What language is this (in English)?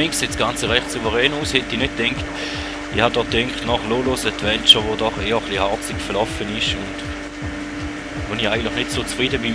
Swiss German